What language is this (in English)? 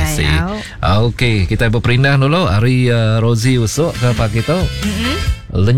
Malay